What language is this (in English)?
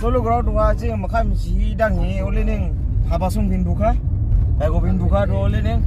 Dimasa